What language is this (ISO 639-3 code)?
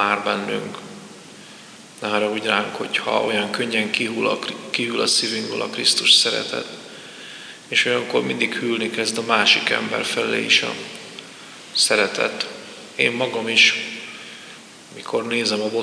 hun